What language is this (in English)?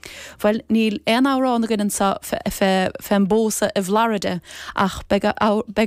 Irish